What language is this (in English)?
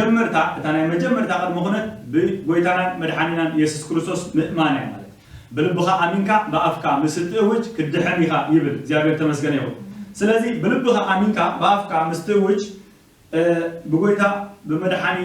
Tigrinya